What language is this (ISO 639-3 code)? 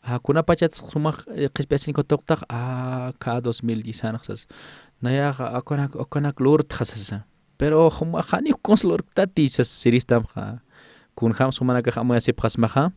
aym